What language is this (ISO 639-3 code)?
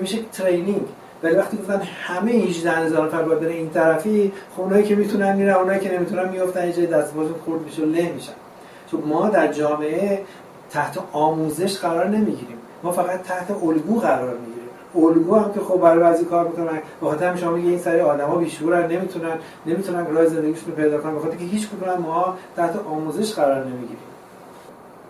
fas